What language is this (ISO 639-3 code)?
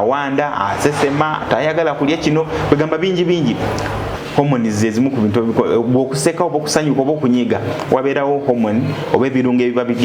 lug